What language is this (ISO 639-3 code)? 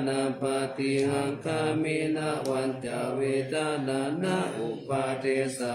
pli